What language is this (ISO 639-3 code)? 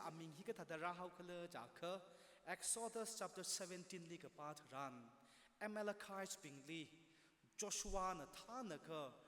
nmf